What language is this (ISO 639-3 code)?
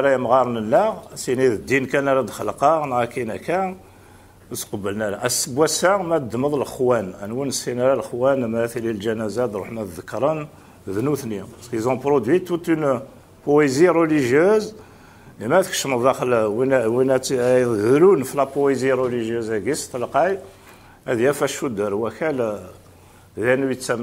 kab